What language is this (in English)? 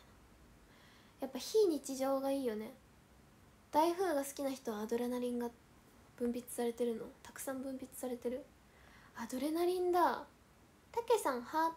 Japanese